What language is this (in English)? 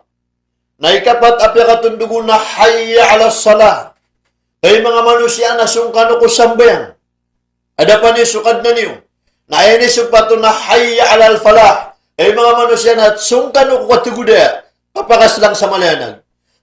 Maranao